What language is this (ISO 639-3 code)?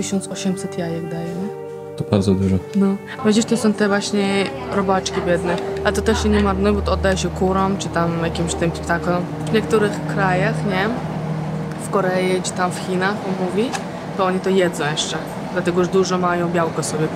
pol